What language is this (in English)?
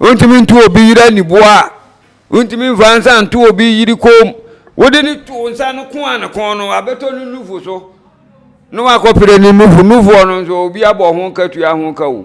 Akan